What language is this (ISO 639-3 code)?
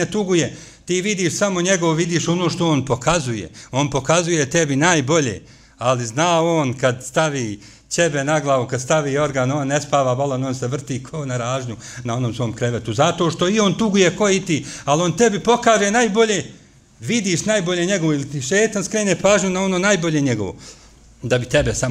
bos